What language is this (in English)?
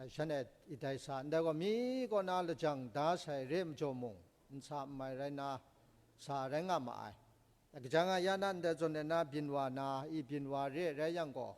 Kachin